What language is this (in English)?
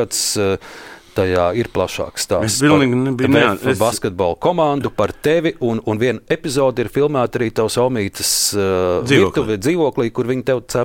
Latvian